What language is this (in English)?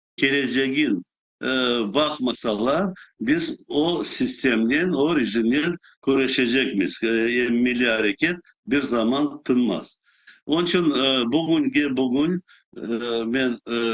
Crimean Tatar